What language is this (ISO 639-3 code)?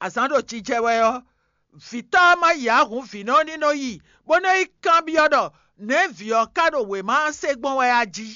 fon